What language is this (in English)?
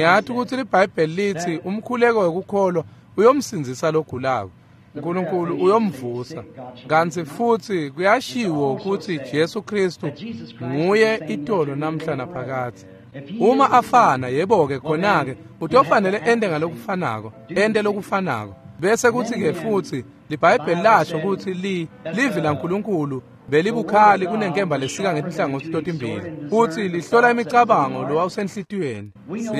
Swati